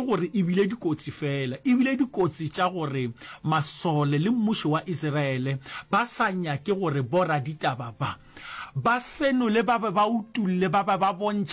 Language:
Northern Sotho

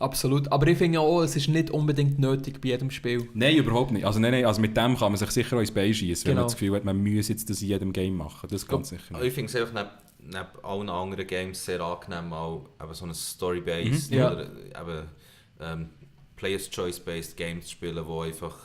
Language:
Swiss German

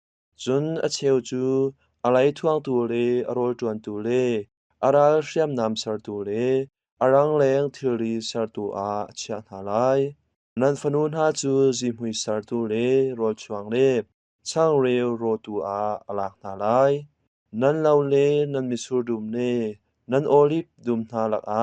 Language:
Hakha Chin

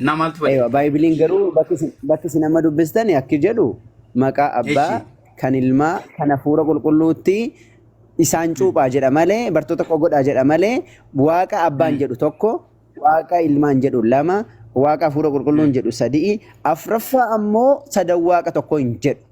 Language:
Oromo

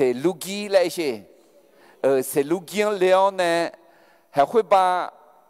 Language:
Akha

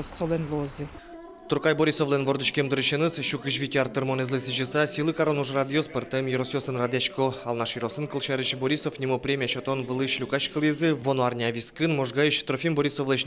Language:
Udmurt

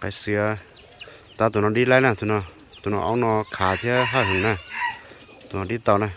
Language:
Hmong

